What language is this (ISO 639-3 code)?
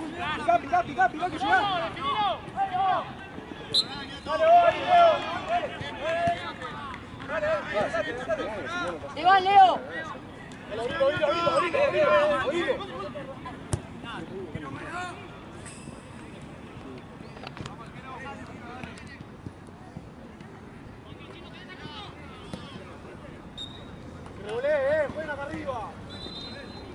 spa